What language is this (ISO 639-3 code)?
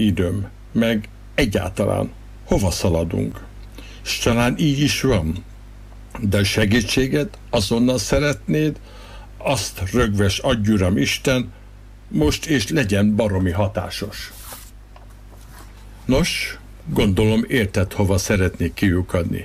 hun